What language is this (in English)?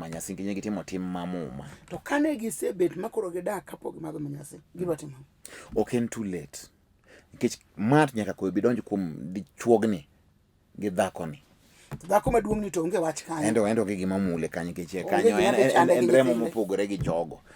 Luo (Kenya and Tanzania)